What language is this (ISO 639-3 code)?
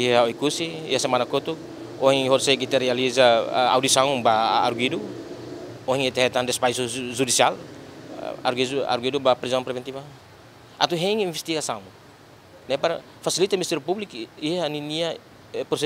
tet